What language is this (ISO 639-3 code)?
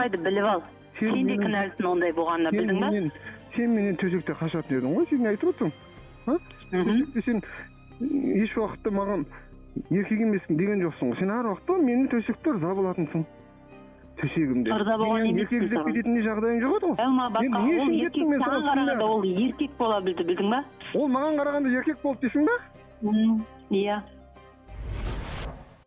kaz